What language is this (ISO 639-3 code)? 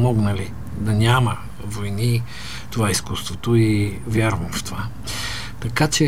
bul